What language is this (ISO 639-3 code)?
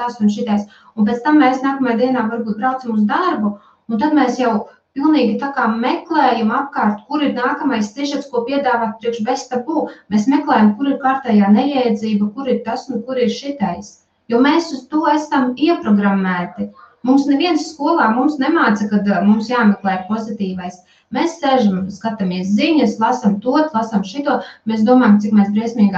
lav